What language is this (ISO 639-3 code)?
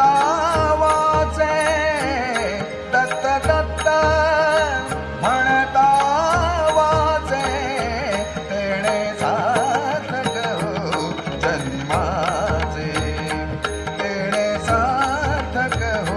mar